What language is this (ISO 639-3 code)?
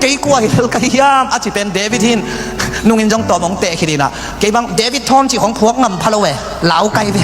ctd